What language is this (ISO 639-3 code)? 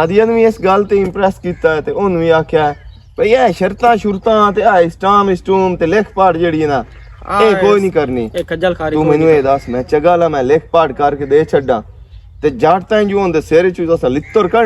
lah